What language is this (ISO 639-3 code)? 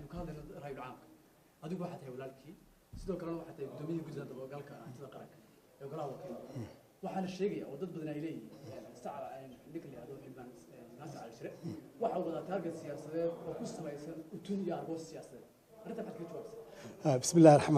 som